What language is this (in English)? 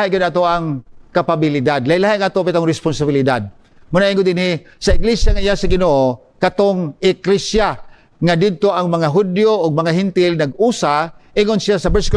Cebuano